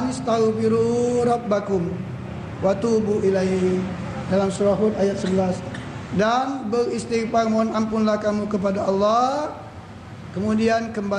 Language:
Musi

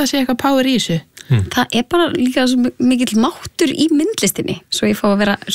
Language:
Icelandic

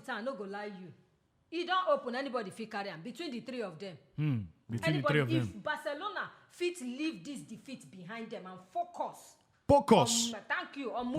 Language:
Nigerian Pidgin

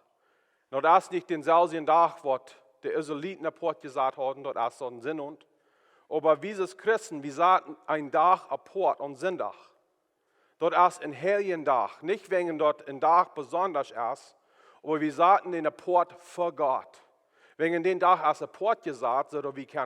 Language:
Plautdietsch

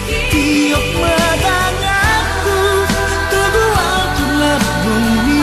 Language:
Batak Simalungun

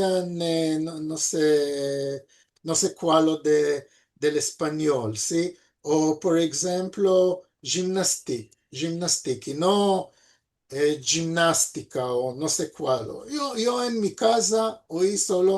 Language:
Ladino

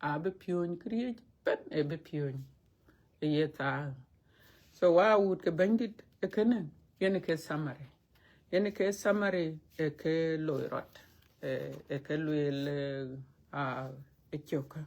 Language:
Dinka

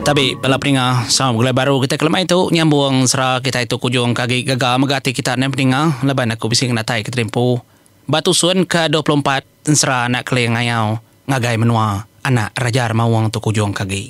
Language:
Iban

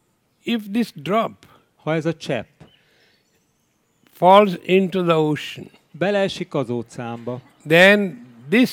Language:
Hungarian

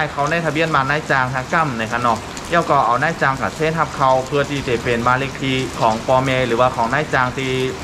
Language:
Shan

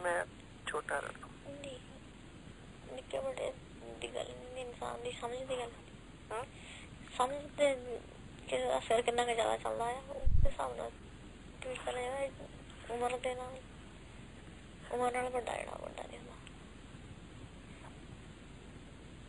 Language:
Punjabi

